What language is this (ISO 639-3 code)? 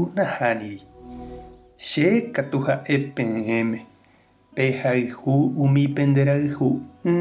grn